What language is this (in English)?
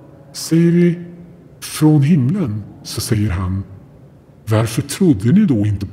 Swedish